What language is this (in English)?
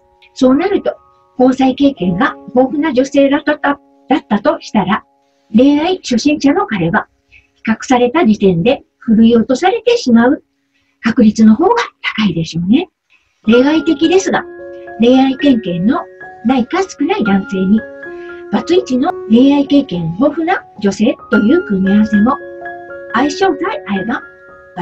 Japanese